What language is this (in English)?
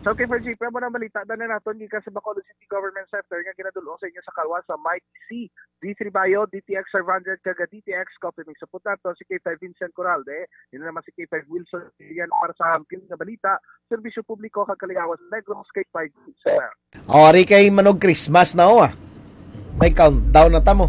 Hiligaynon